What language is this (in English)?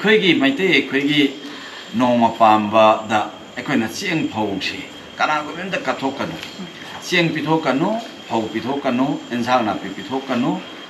Manipuri